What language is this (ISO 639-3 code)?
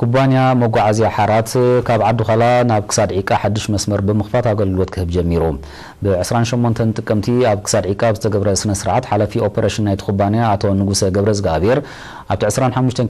tir